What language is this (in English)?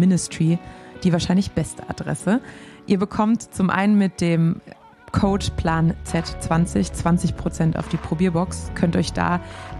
German